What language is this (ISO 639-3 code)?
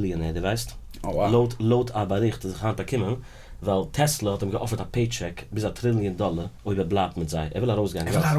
yid